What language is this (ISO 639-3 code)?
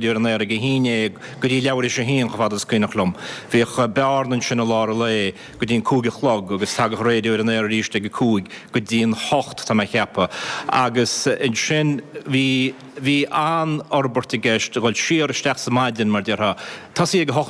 gle